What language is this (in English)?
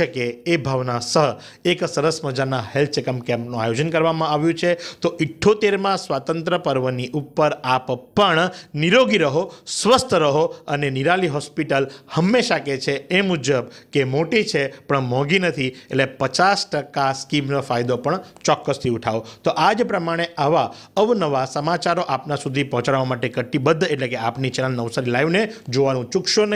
Gujarati